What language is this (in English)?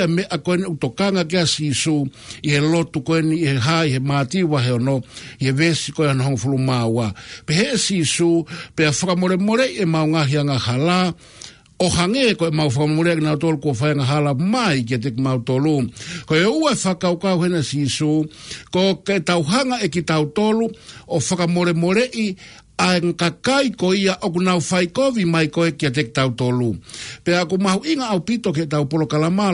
Tongan